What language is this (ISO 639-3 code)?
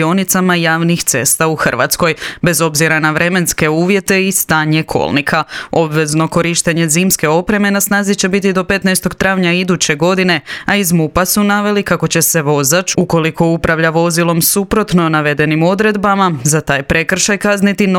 hrv